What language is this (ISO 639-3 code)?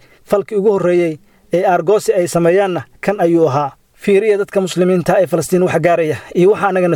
som